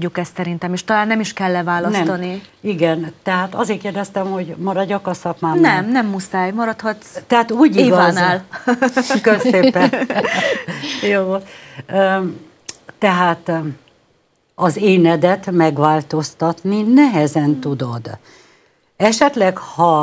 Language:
Hungarian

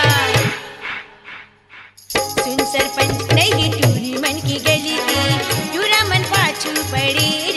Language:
Chhattisgarhi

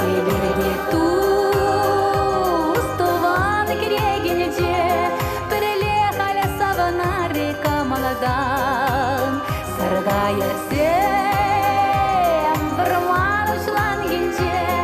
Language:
Chuvash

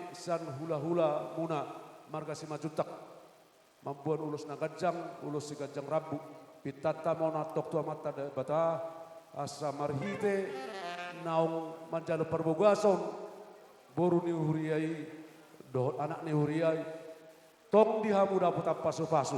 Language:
Batak Toba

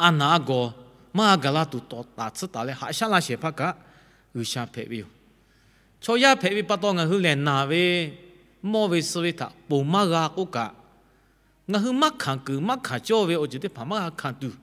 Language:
Lahu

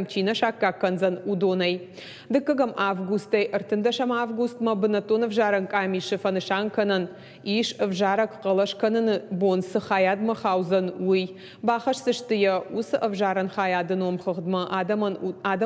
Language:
Ossetic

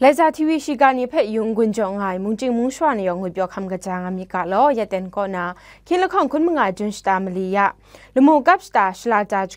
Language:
Kachin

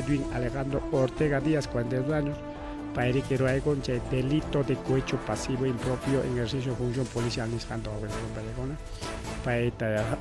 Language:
Ayacucho Quechua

